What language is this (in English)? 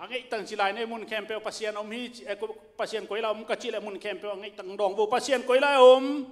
Tedim Chin